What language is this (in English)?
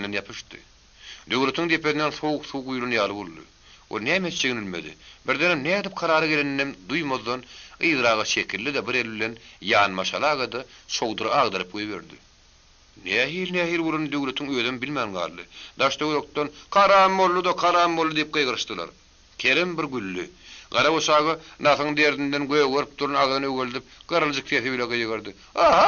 Turkmen